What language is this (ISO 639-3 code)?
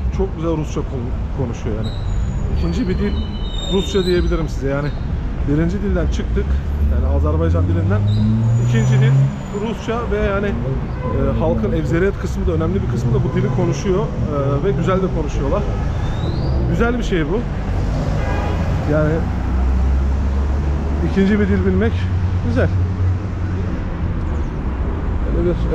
tur